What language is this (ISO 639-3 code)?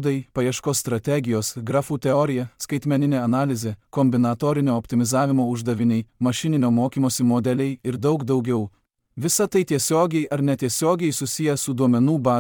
lit